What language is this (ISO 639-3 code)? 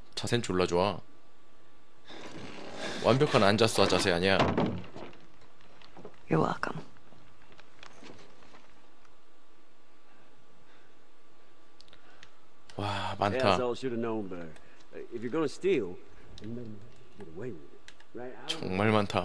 kor